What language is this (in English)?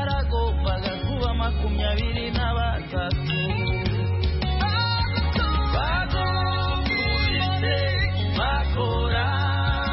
Kinyarwanda